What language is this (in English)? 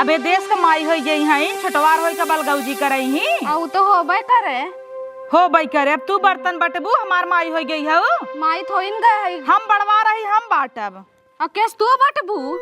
Awadhi